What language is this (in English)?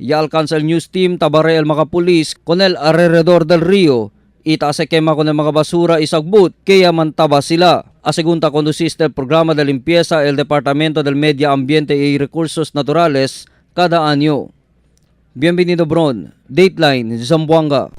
Chavacano